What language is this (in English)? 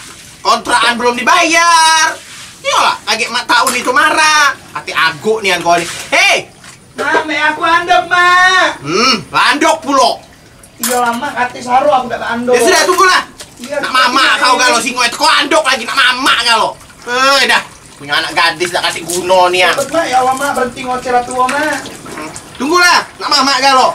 Musi